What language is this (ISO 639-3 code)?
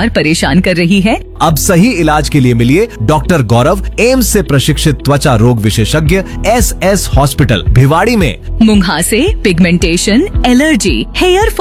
hin